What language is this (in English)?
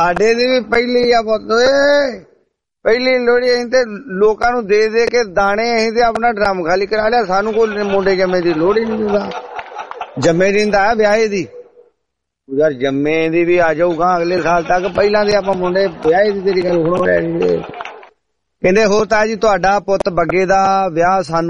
Punjabi